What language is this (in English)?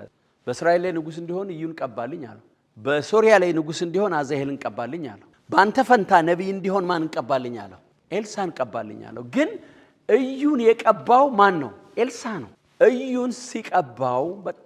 Amharic